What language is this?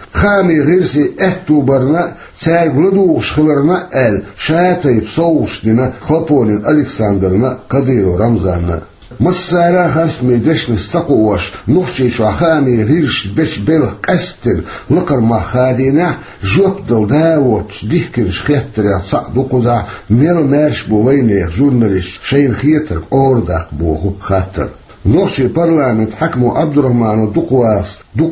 Chechen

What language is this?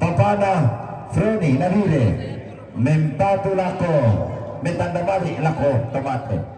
Toraja-Sa'dan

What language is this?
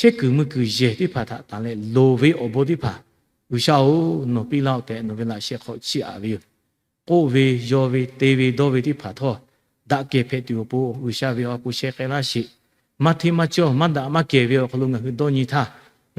Lahu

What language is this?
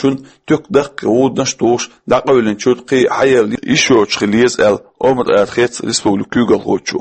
Chechen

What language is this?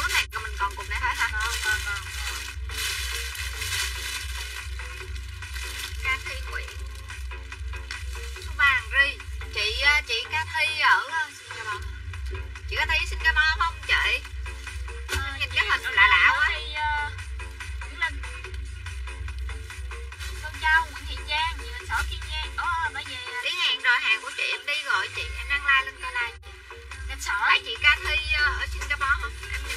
Vietnamese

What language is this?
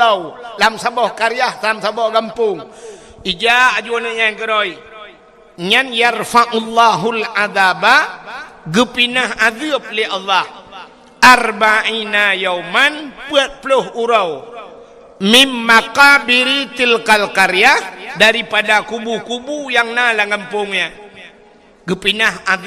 Achinese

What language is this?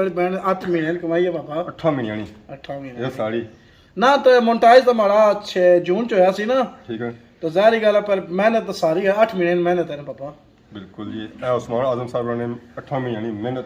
Pahari-Potwari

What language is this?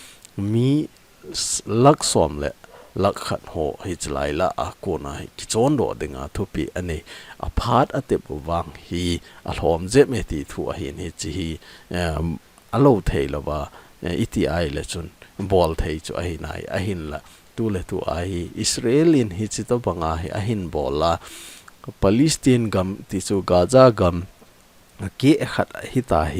Thado Chin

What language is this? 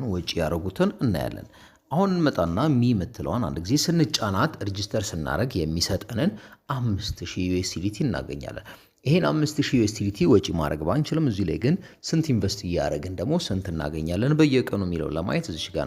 Amharic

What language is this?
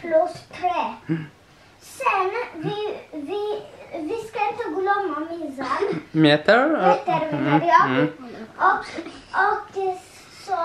Faroese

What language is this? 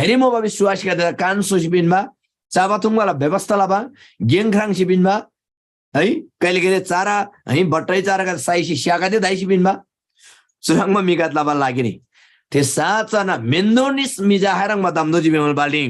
Eastern Tamang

